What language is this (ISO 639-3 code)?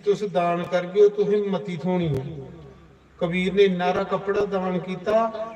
doi